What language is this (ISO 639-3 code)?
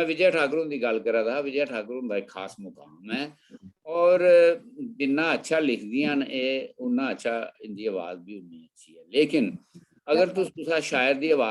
doi